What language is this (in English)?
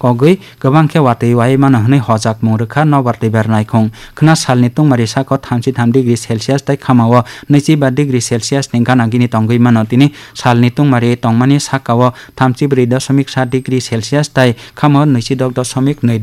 Kok Borok